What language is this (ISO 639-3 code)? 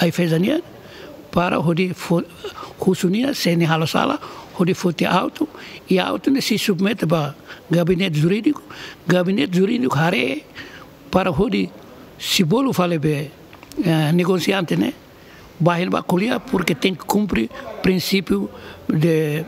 tet